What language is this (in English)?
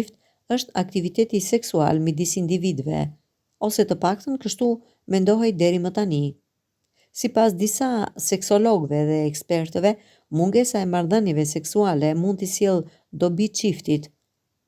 Albanian